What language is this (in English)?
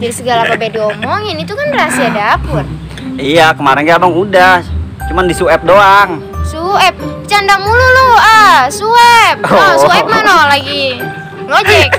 Betawi